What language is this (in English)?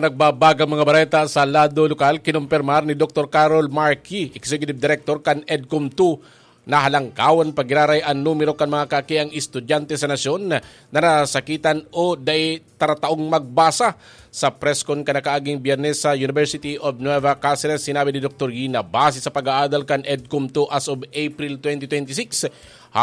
Bikol